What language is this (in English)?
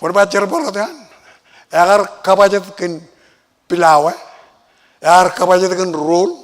Marshallese